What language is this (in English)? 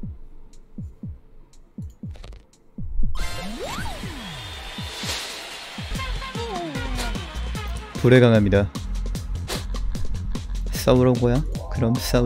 Korean